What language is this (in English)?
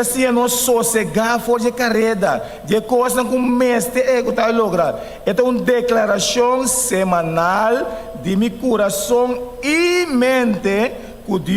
Papiamento